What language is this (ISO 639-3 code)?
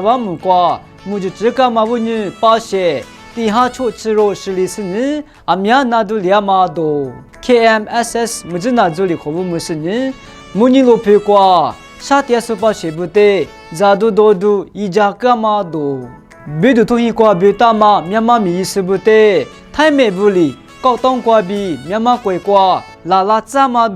lis